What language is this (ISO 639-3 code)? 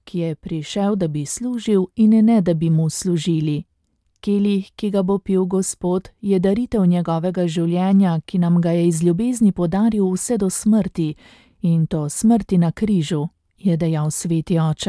slv